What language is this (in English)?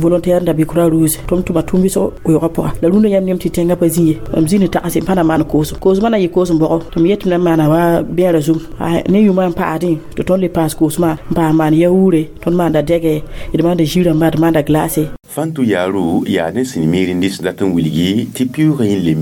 Mossi